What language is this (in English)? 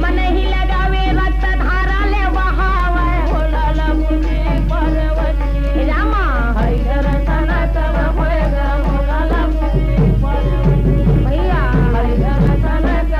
Chhattisgarhi